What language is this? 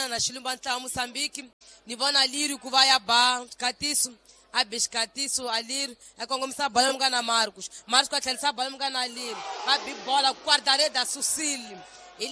Tsonga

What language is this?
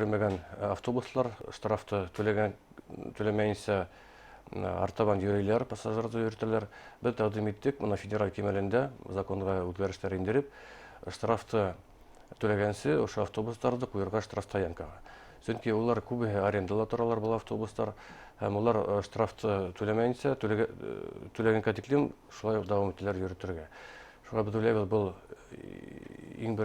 Bashkir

